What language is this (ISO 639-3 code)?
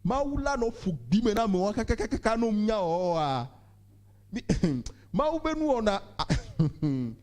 ewe